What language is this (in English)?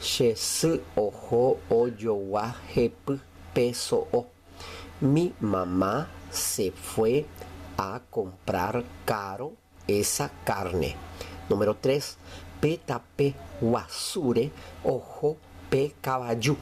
Guarani